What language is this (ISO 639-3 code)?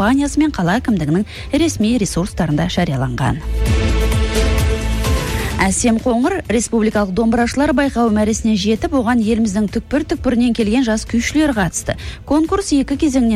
kaz